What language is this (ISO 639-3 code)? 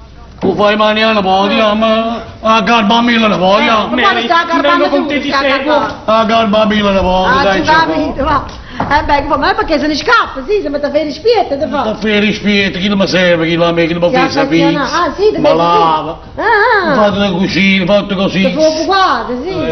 nap